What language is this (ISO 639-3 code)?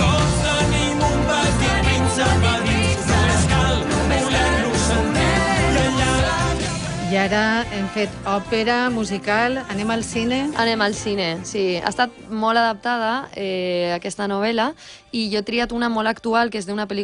cat